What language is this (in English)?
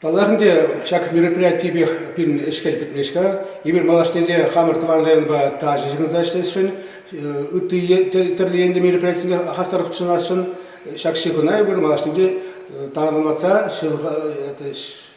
Chuvash